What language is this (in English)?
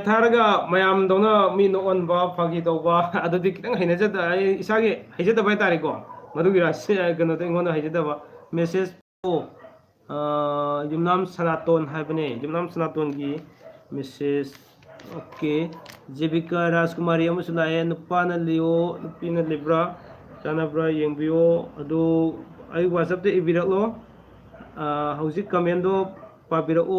Manipuri